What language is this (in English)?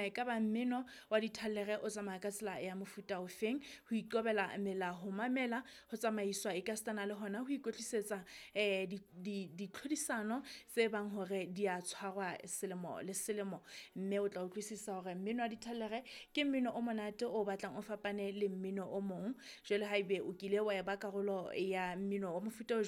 Southern Sotho